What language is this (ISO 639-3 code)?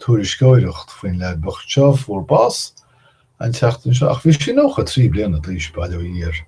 gle